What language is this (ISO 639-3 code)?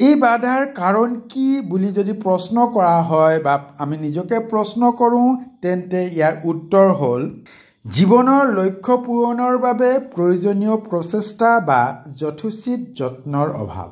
asm